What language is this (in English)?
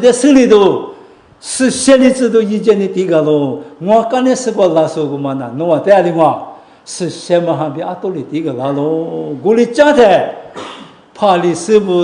Lisu